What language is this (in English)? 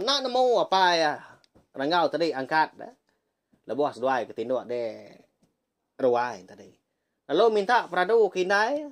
Iban